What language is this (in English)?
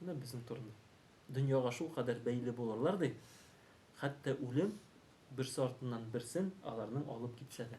Tatar